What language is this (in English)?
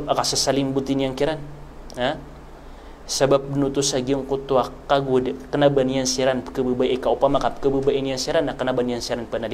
Maranao